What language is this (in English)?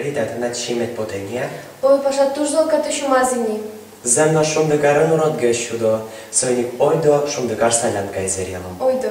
Udmurt